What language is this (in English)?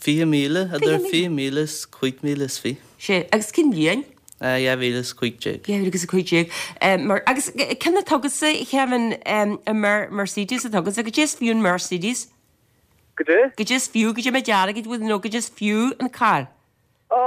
Irish